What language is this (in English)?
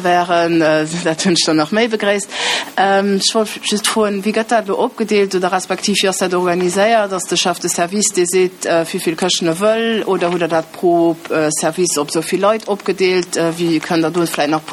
Luxembourgish